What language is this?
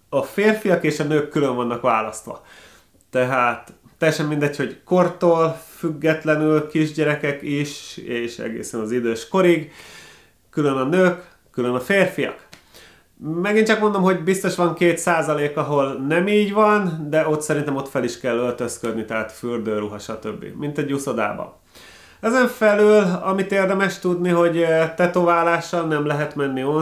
Hungarian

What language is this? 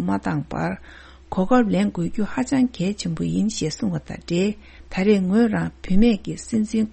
Tibetan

